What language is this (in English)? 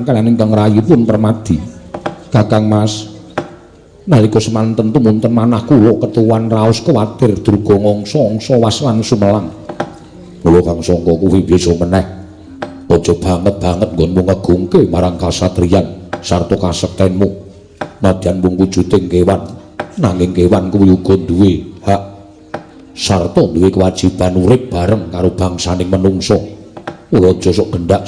Javanese